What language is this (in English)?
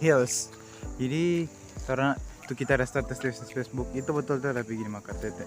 Manado Malay